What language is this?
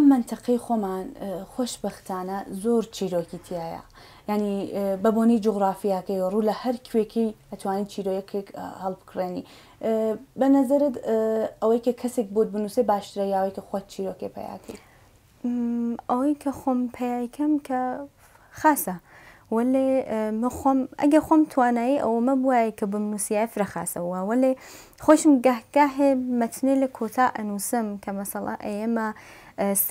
Central Kurdish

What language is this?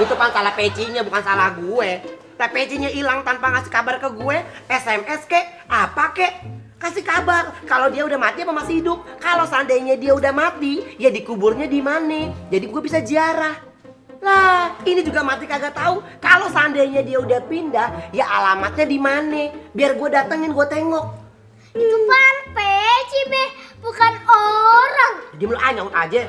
Betawi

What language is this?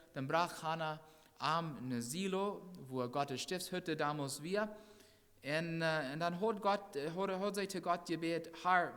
Plautdietsch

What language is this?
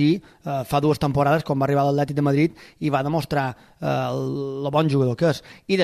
Catalan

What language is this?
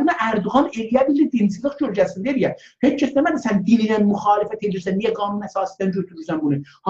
South Azerbaijani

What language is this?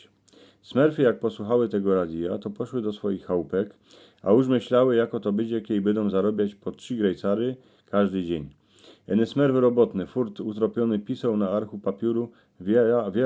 Silesian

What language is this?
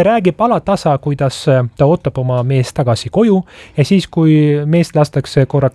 Estonian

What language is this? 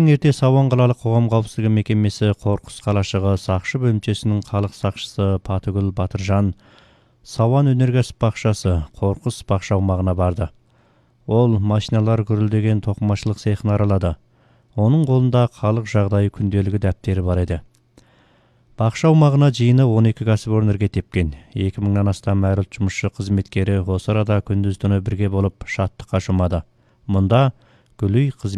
Kazakh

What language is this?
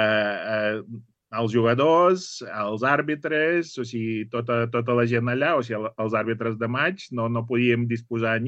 Catalan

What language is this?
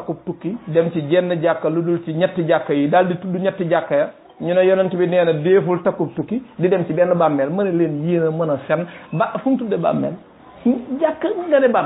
Wolof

